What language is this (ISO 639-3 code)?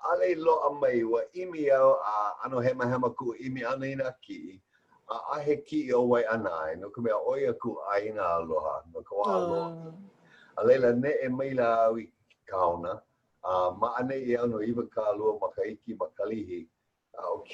haw